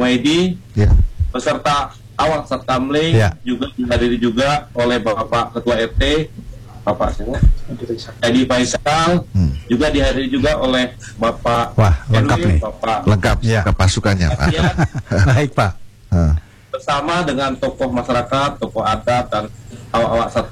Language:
Indonesian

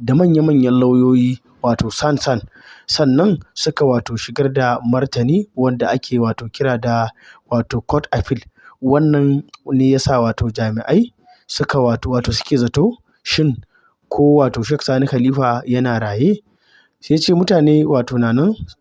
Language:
Hausa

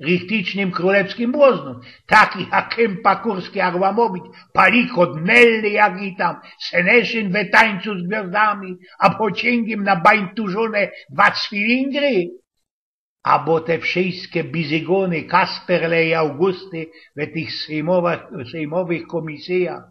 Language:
Silesian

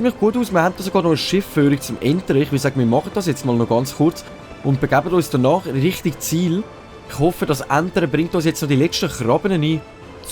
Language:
Swiss German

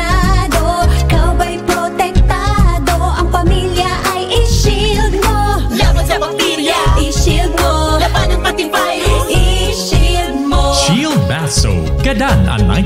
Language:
Bikol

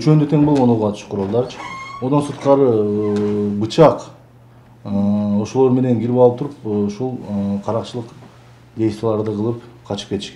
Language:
Kyrgyz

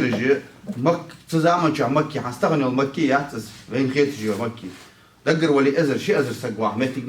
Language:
Ingush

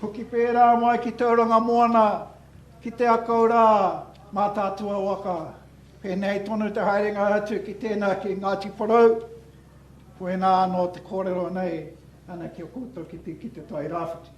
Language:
Māori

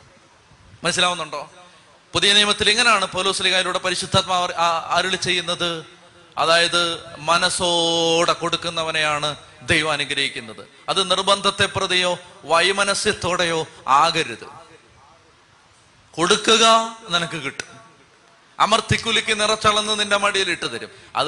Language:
Malayalam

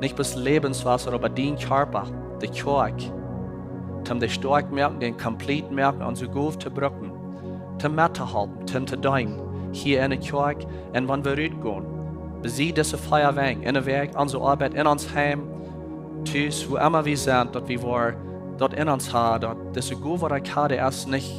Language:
Plautdietsch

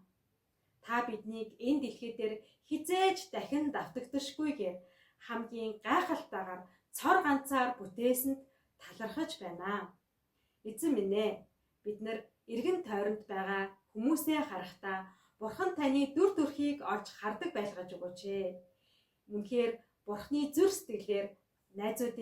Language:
Mongolian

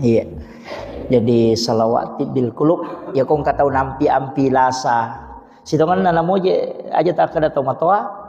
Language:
Buginese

